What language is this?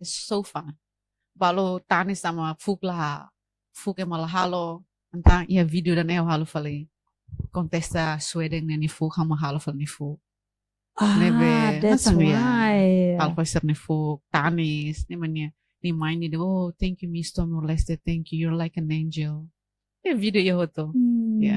Tetum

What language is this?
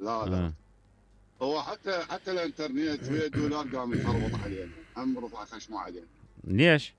Mesopotamian Arabic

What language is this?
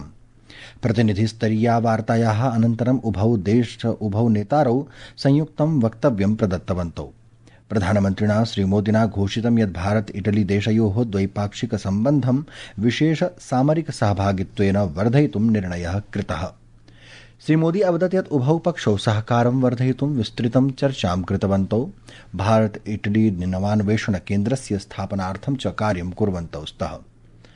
Sanskrit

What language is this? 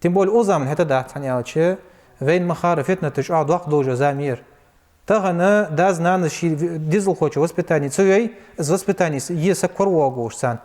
Ingush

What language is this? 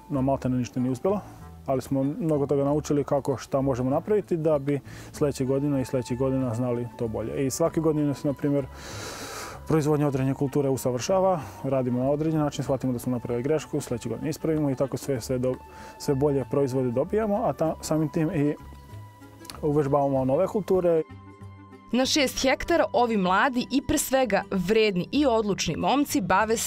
Serbian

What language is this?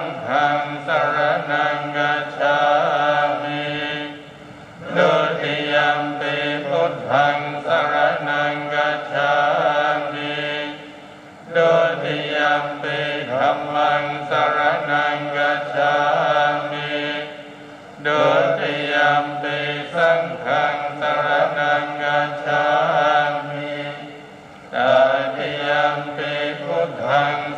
Pali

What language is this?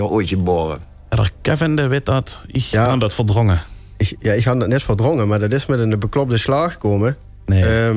Limburgish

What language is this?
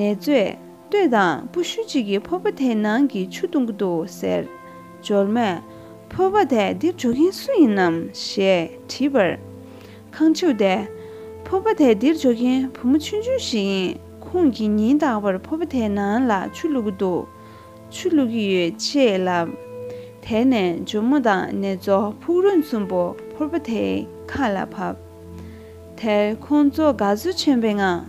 Tibetan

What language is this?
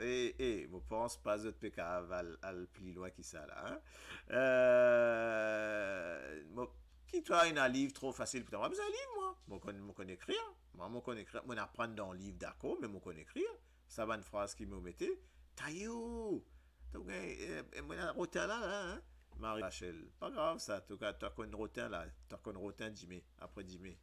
Morisyen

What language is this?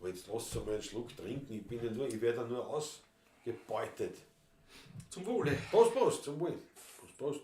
Bavarian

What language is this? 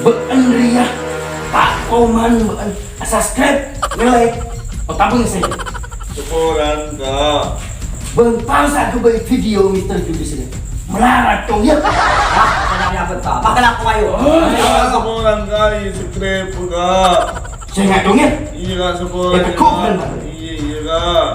Madurese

